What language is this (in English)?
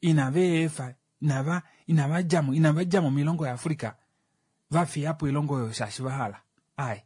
Kuanyama